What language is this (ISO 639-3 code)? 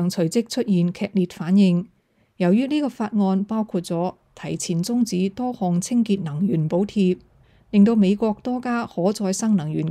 yue